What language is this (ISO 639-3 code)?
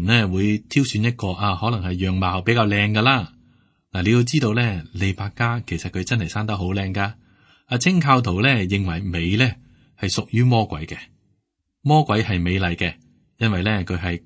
yue